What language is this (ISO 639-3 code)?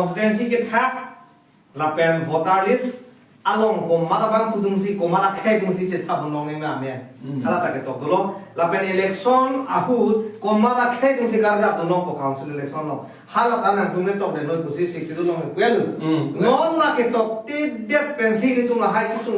mjw